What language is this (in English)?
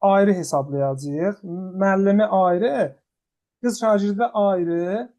Azerbaijani